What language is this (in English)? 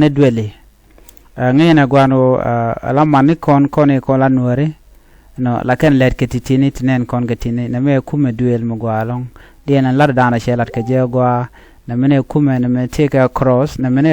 Nuer